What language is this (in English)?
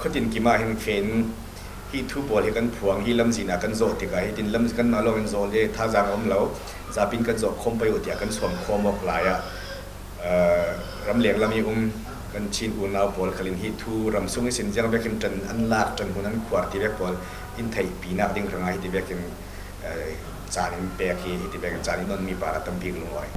Falam Chin